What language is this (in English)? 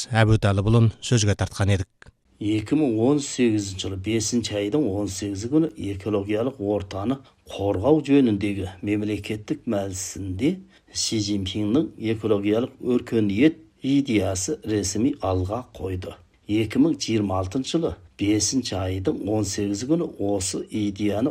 Kazakh